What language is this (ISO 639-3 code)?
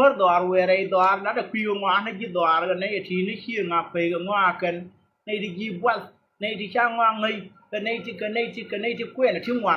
nus